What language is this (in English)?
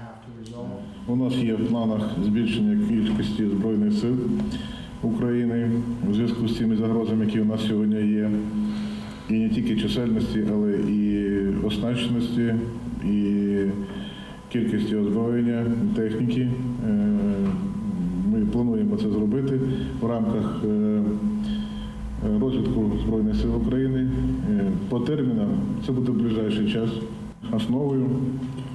Ukrainian